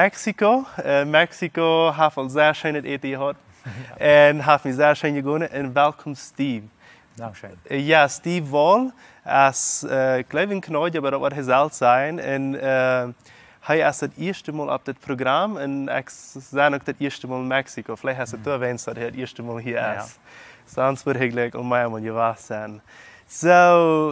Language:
Plautdietsch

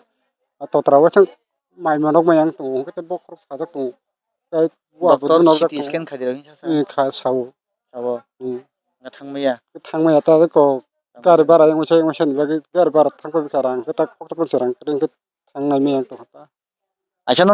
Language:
Kok Borok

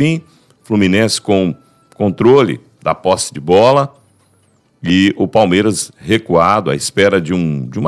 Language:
Portuguese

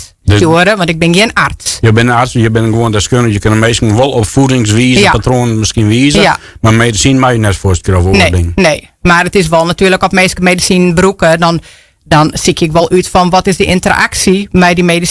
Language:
Western Frisian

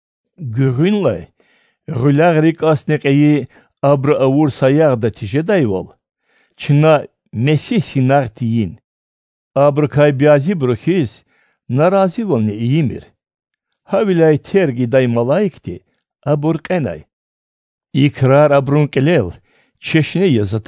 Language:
Lezghian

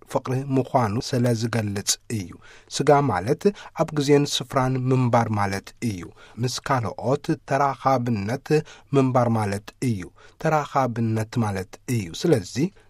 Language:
Tigrinya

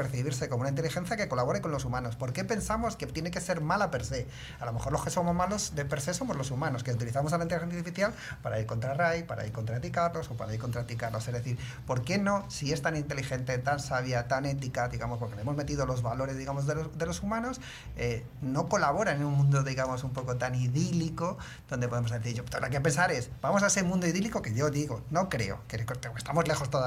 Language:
Spanish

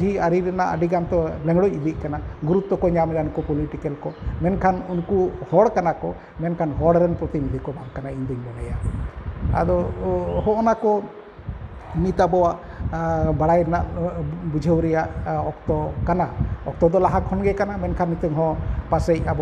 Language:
Santali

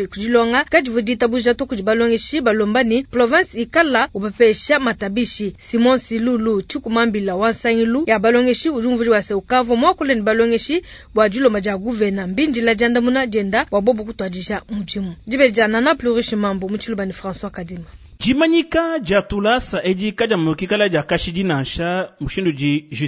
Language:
Luba-Lulua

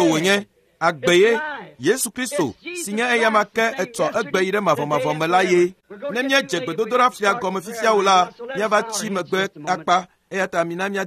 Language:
Ewe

